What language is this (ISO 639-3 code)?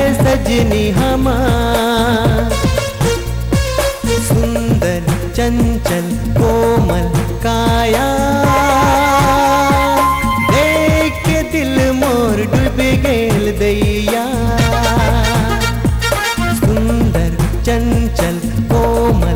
bho